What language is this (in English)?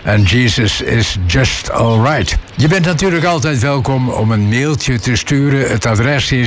Dutch